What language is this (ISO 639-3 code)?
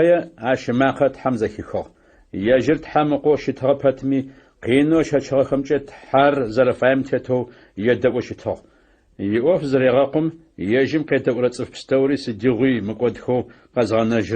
ady